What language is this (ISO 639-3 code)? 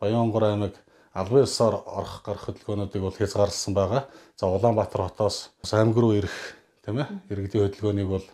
mon